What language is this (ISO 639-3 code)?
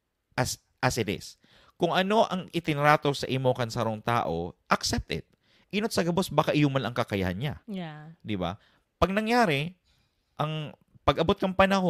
bik